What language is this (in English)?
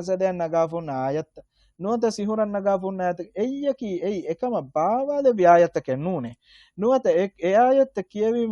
Divehi